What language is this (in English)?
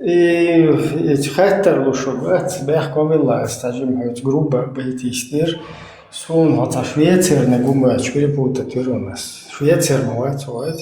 Chechen